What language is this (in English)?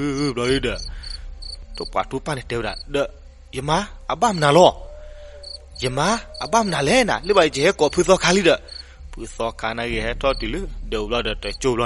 S'gaw Karen